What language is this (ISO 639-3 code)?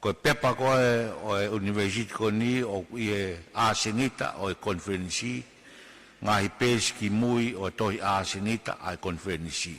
ton